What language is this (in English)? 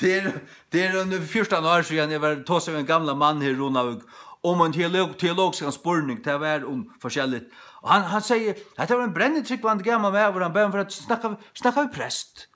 Faroese